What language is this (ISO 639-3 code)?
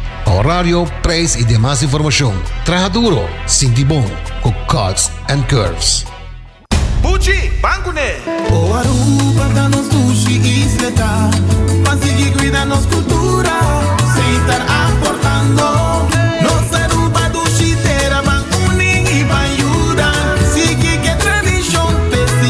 pap